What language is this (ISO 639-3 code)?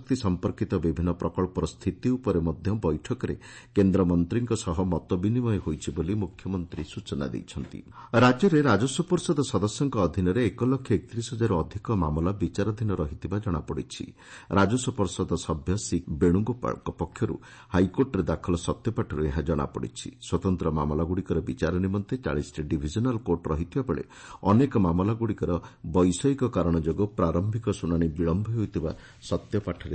ori